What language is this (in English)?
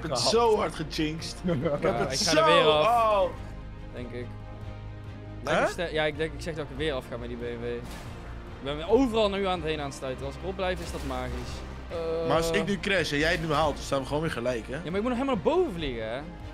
Dutch